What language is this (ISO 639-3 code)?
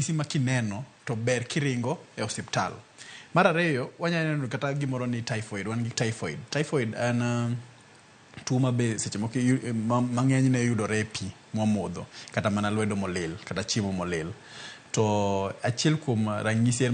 luo